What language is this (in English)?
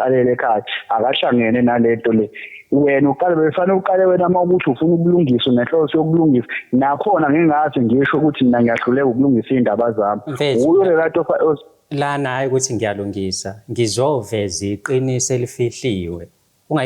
Zulu